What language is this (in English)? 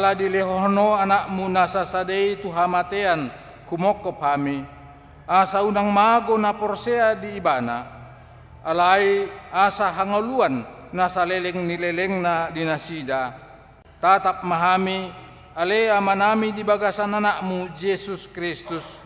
Batak Toba